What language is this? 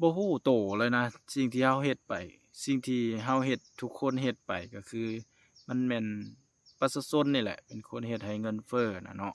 Lao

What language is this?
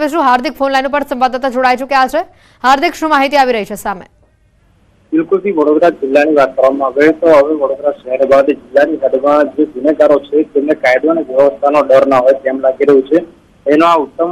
Gujarati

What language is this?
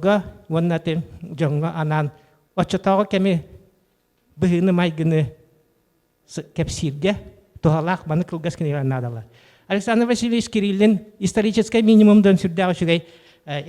Yakut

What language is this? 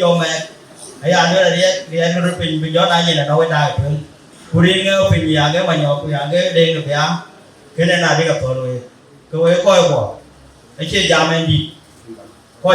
Dinka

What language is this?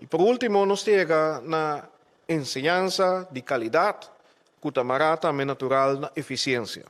Papiamento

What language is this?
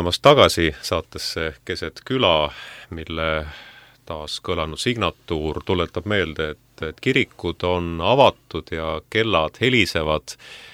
Estonian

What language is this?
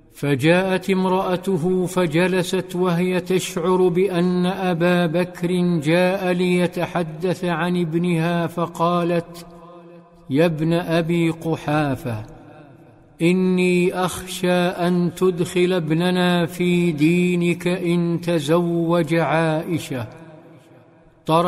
Arabic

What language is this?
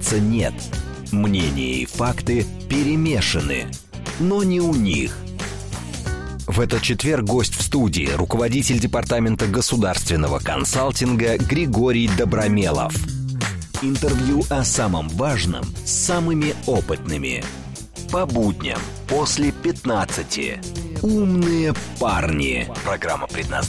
Russian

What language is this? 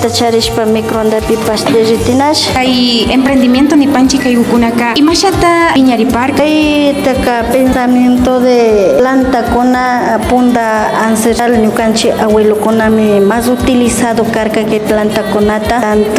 Imbabura Highland Quichua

